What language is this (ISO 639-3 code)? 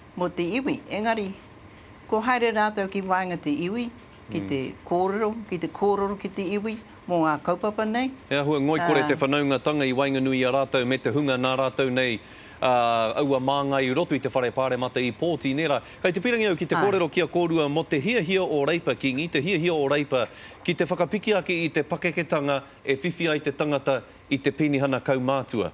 mri